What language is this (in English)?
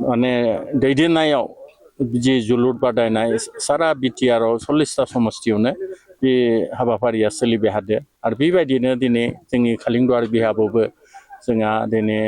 Bodo